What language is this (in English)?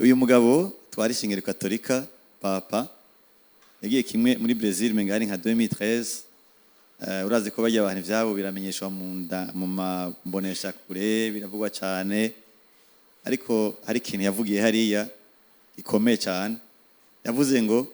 Rundi